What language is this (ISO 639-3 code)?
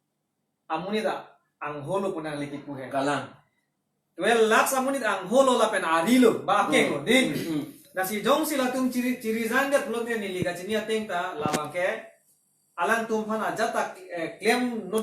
mjw